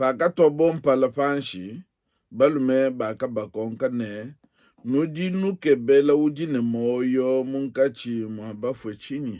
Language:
Luba-Lulua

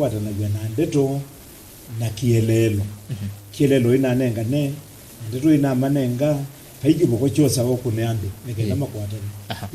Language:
Kamba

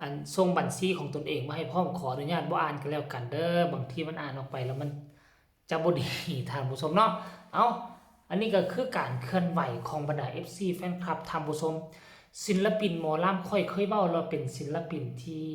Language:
Northeastern Thai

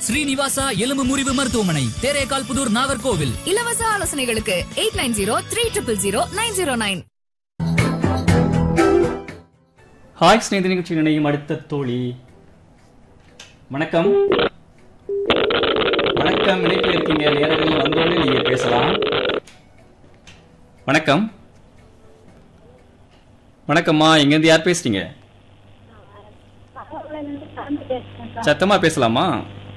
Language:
Tamil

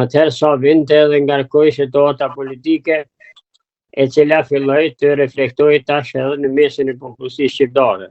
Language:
Albanian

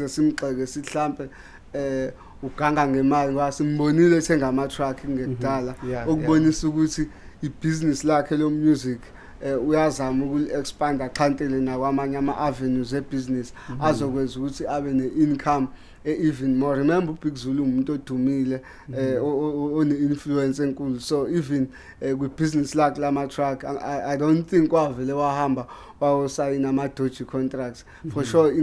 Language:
Zulu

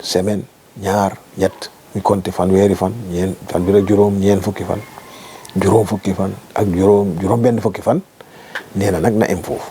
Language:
Wolof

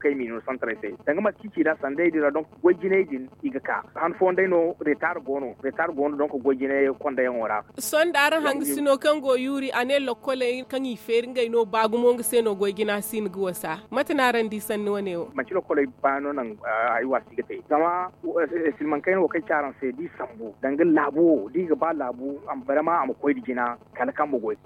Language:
Zarma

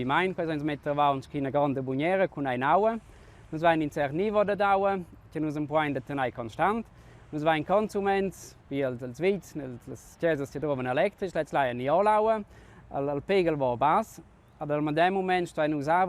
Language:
Romansh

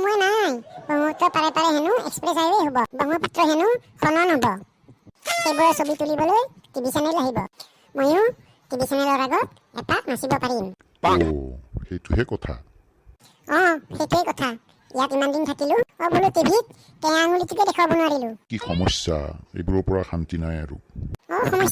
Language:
Assamese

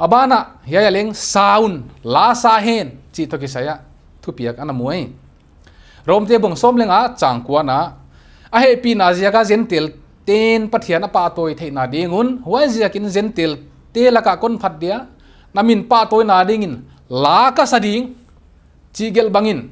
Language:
Paite Chin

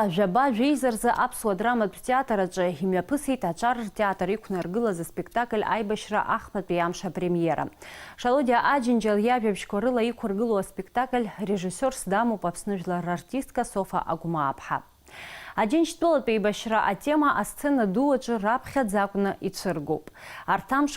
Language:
Abkhazian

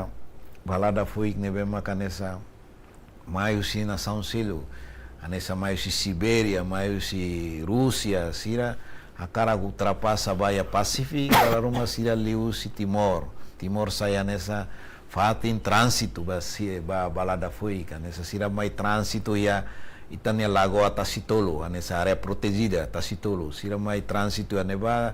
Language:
Tetum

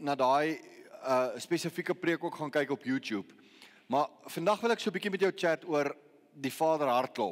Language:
Afrikaans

